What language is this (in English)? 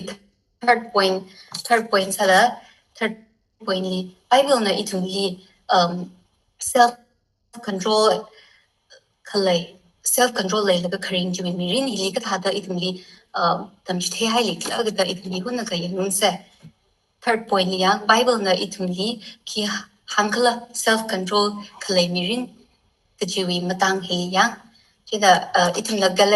Tangkhul Naga (India)